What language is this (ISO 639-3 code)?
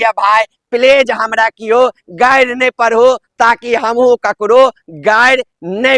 mai